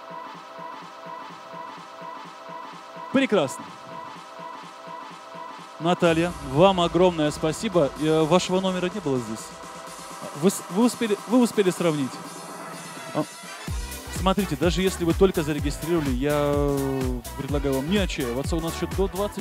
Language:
Russian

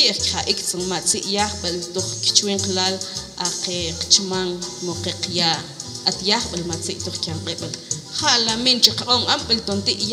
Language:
Mam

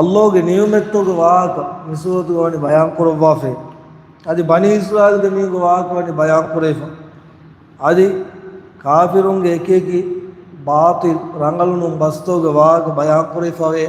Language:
Divehi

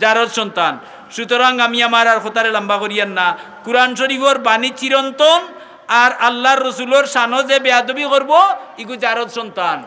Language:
Sylheti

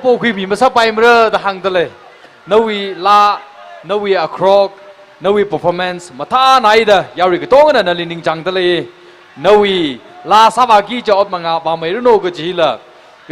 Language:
Tangkhul Naga (India)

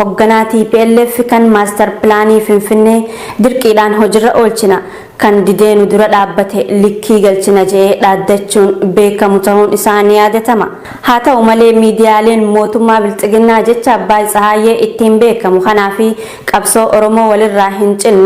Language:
Oromo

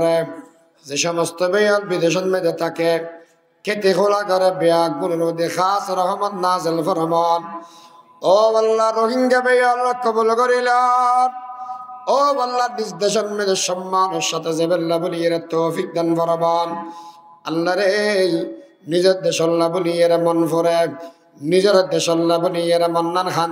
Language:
Rohingya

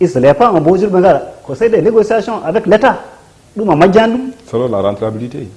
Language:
Fula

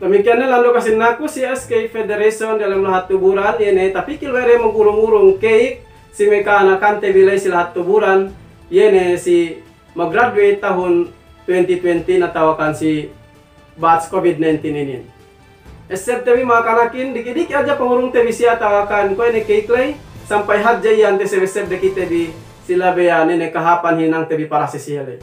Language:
Yakan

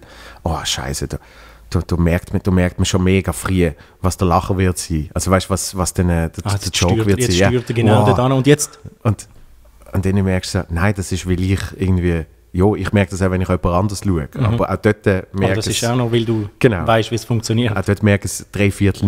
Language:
Swiss German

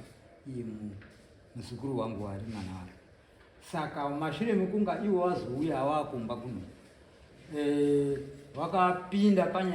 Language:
Shona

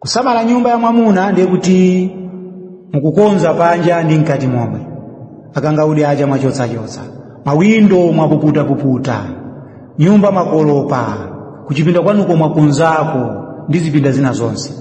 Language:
Nyanja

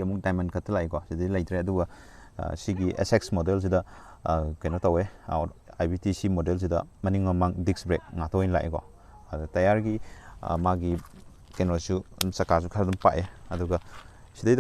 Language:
Manipuri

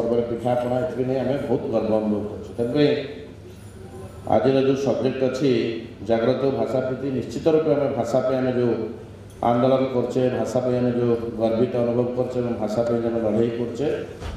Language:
Odia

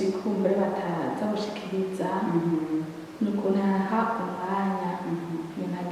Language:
Rundi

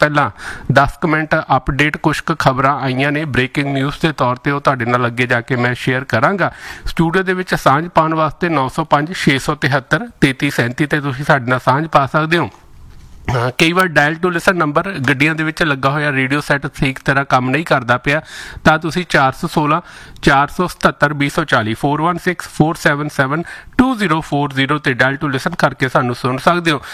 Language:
Punjabi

